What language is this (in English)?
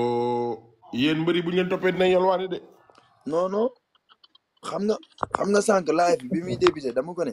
Wolof